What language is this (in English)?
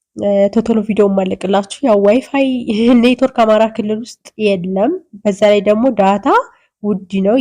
Amharic